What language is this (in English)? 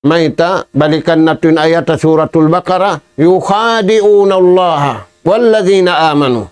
Tausug